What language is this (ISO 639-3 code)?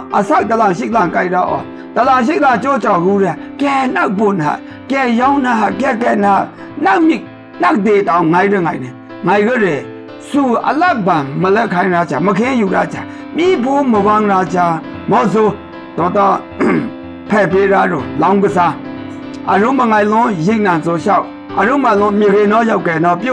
mhx